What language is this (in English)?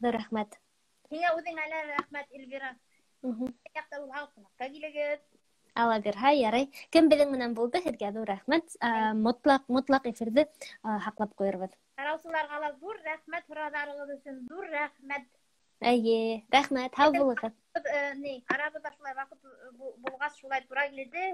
Bashkir